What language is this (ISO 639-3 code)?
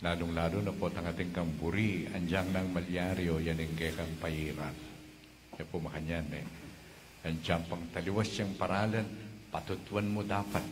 pam